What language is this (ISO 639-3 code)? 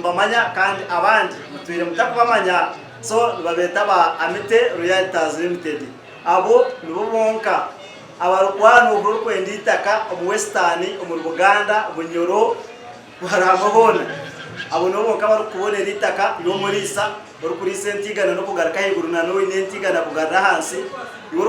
nyn